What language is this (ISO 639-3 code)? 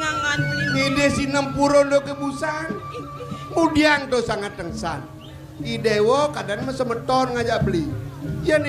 ban